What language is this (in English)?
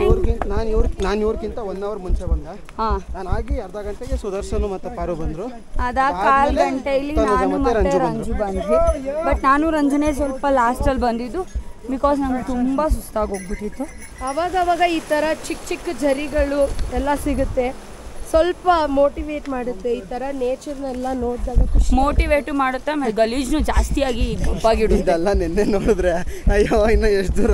Kannada